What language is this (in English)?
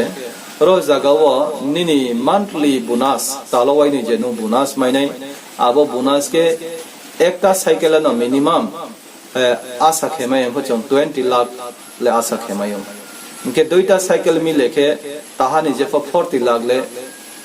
Riang (India)